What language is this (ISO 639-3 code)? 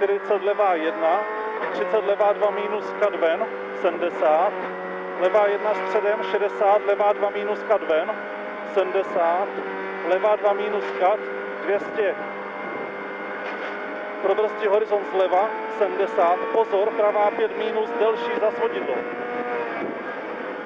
ces